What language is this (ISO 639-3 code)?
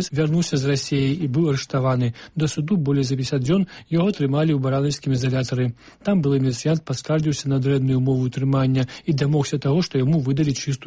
bel